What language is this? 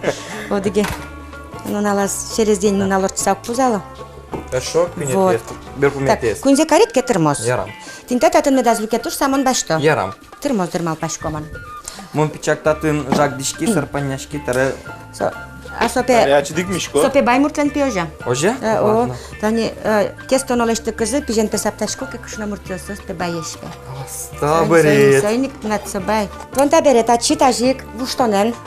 Udmurt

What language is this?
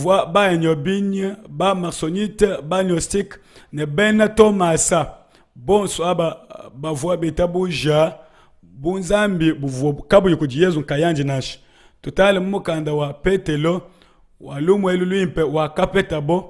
Luba-Lulua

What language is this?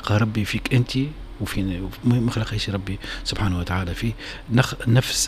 Tunisian Arabic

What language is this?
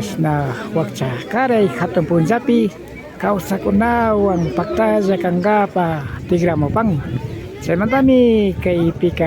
Imbabura Highland Quichua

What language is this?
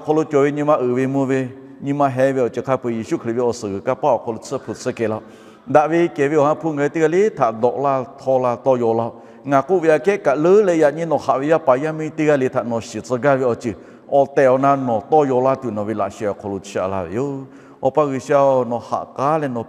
Lahu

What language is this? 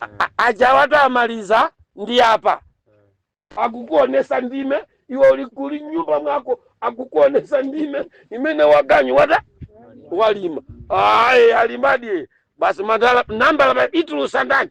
Nyanja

